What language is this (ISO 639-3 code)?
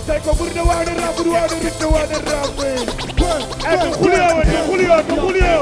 ful